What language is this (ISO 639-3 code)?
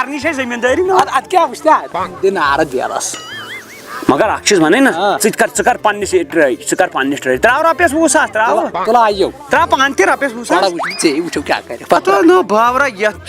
kas